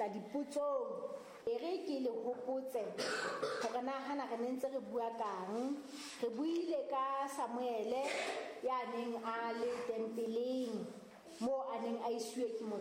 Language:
Southern Sotho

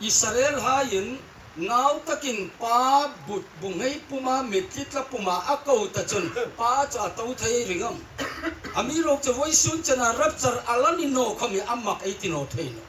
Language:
Hmar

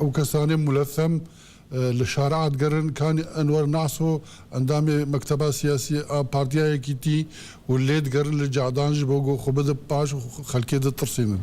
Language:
Kurdish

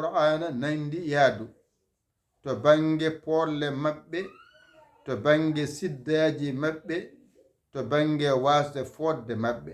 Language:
Fula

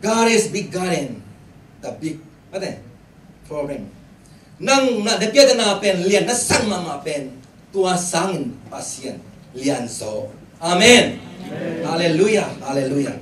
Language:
Tedim Chin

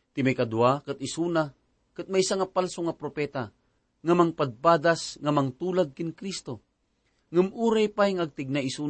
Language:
Iloko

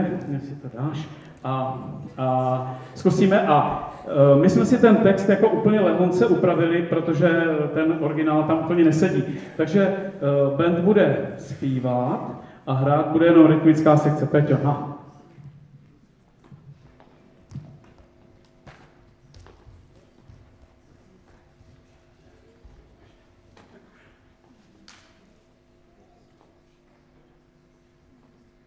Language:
Czech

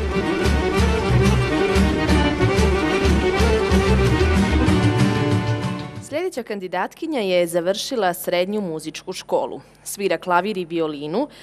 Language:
Bosnian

